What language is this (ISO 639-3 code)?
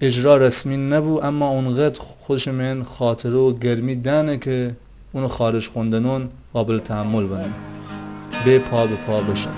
glk